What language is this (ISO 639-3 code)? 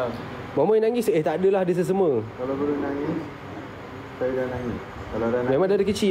msa